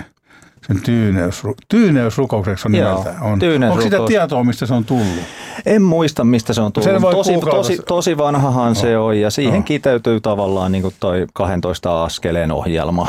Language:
Finnish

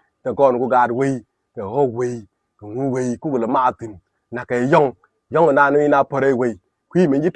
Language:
Nuer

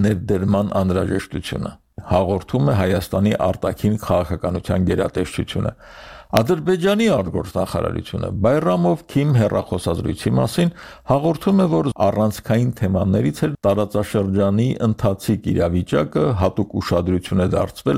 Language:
Armenian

